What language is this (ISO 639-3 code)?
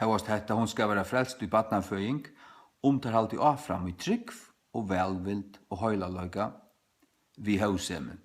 fao